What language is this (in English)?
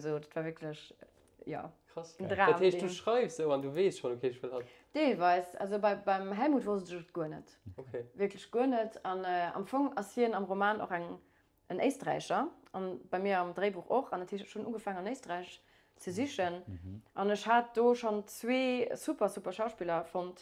Luxembourgish